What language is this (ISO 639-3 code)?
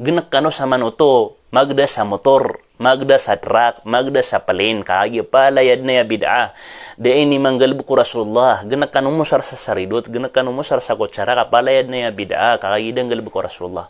mrw